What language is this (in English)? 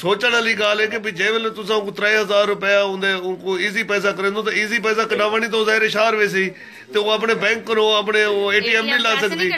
Saraiki